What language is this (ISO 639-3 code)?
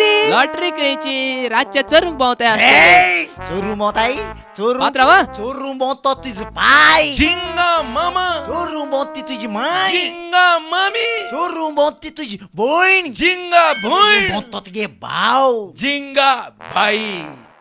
kok